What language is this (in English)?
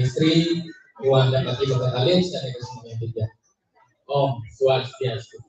Balinese